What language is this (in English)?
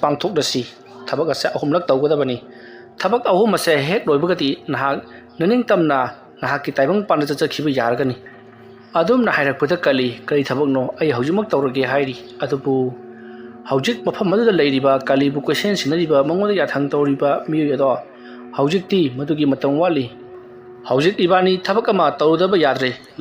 Manipuri